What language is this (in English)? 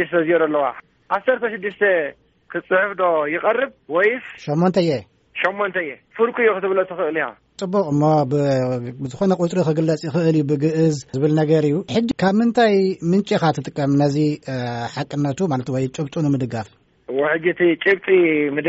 Tigrinya